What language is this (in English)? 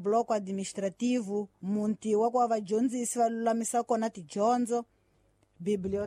Tsonga